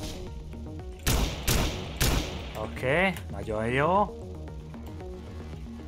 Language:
Hungarian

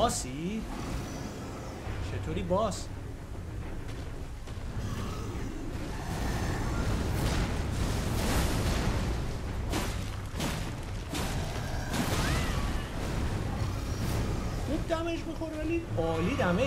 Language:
Persian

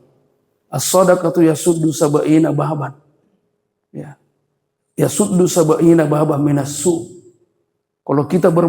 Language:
Buginese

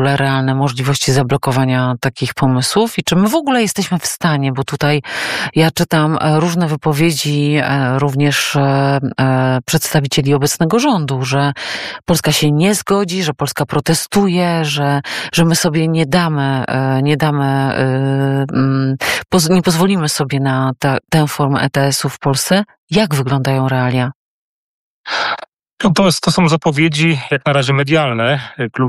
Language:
Polish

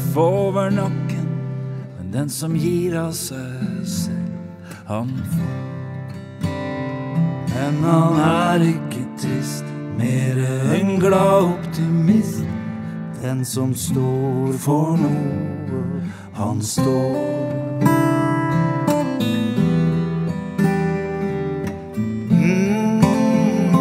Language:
Norwegian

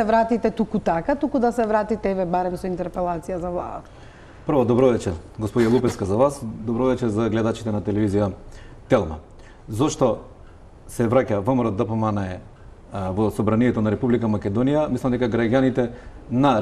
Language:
Macedonian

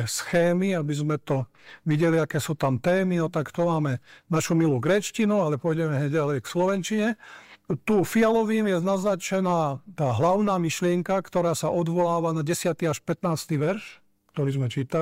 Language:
Slovak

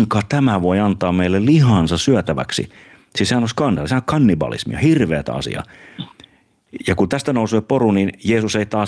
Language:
Finnish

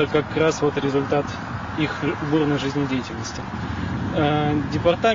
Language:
Russian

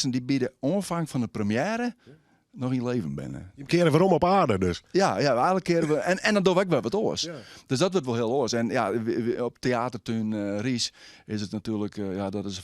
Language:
Western Frisian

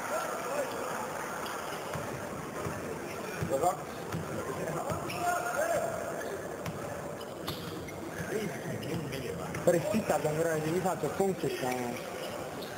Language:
Estonian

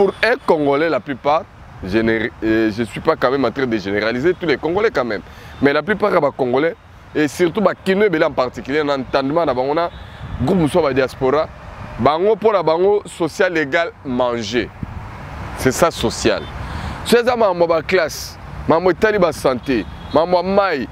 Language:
Lingala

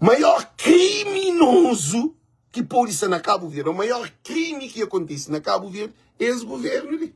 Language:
Kabuverdianu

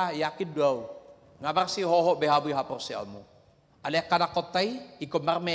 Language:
Batak Toba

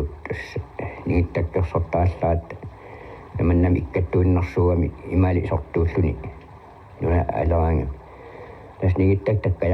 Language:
Kalaallisut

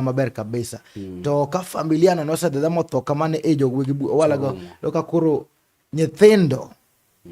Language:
Luo (Kenya and Tanzania)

